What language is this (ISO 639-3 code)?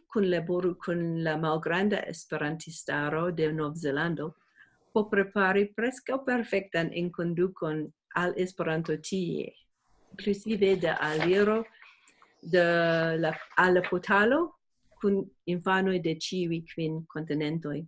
epo